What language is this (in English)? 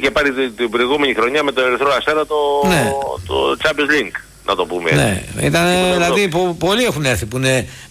Greek